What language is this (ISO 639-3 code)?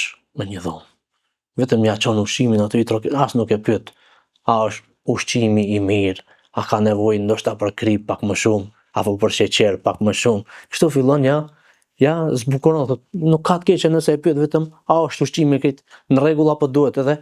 sqi